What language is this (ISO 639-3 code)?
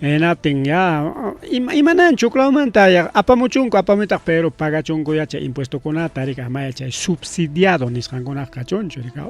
quy